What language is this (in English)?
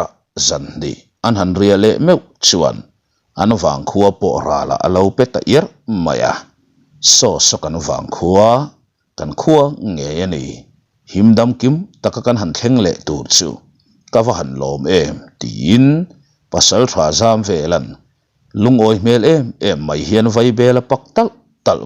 Mizo